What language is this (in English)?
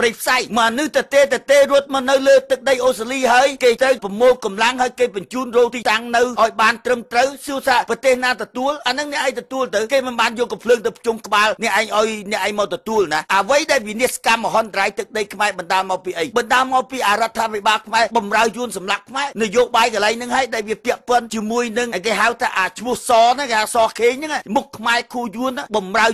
Khmer